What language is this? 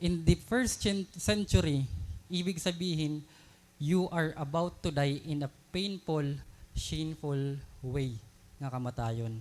Waray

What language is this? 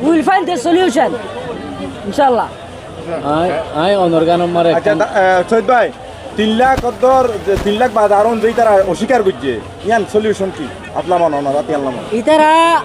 Rohingya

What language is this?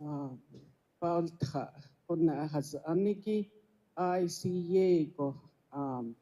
Navajo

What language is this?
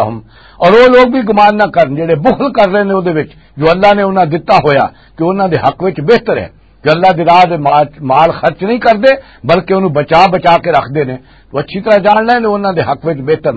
Western Panjabi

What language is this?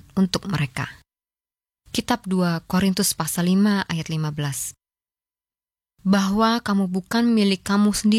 Indonesian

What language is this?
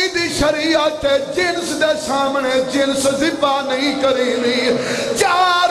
Saraiki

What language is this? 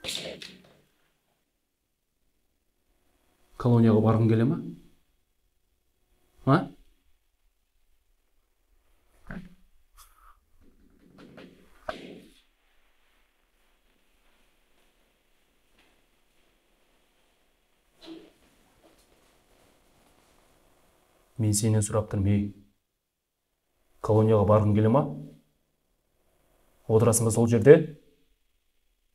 Kazakh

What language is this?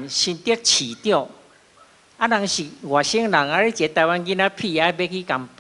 Min Nan Chinese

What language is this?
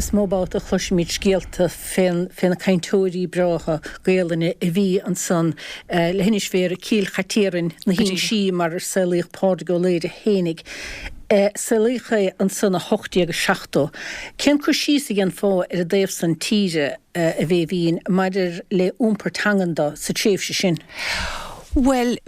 Irish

